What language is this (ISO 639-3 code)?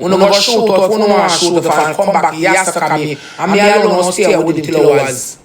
jam